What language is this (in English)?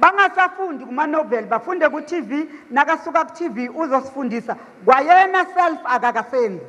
Zulu